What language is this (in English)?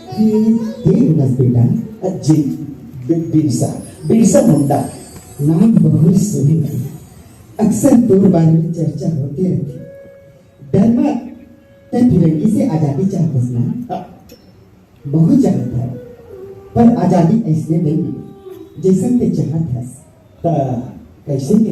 Chhattisgarhi